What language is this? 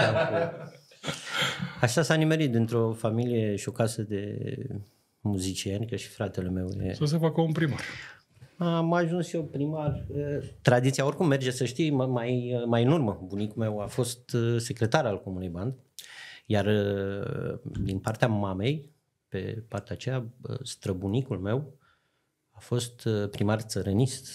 Romanian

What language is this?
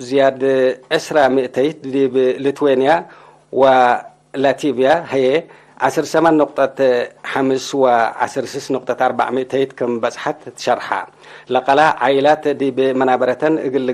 Tigre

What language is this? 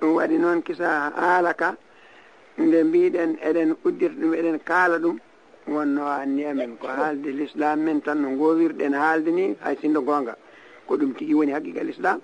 Fula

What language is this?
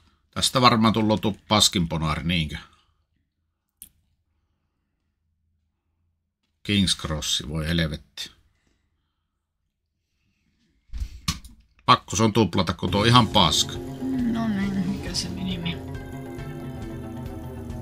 Finnish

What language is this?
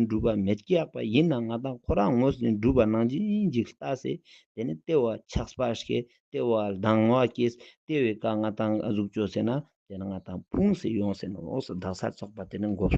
Ladakhi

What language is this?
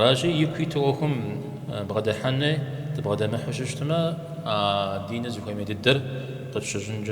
Kabardian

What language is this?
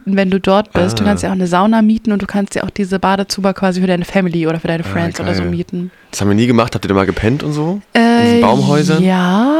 German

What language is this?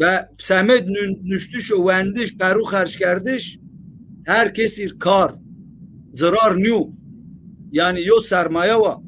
Zaza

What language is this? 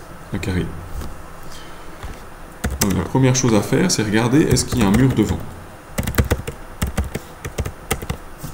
French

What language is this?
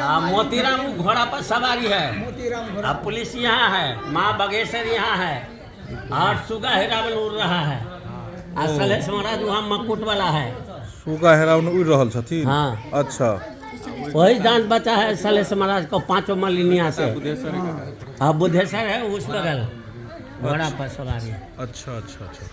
Maithili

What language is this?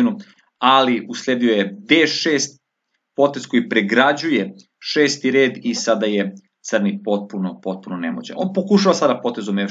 Serbian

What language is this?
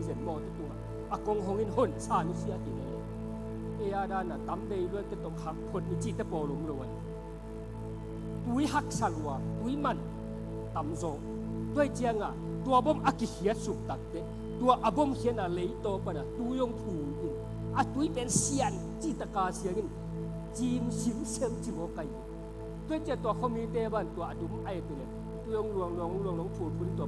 Tedim Chin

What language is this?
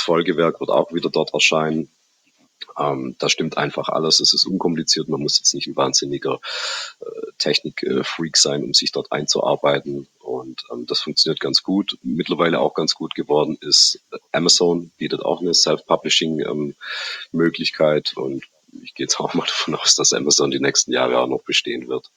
German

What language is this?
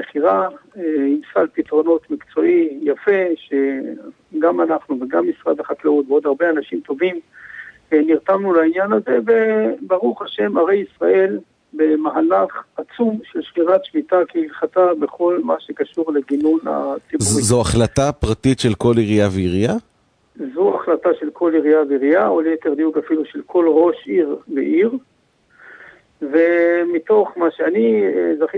Hebrew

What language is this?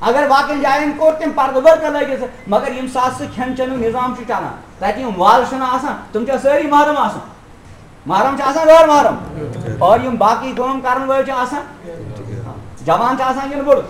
Kashmiri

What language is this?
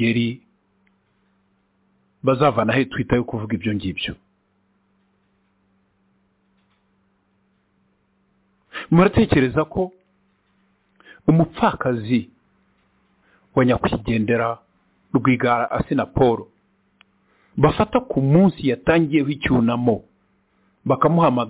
Kinyarwanda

